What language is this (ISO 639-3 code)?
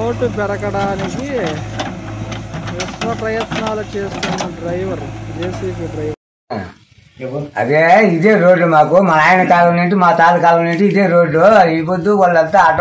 tel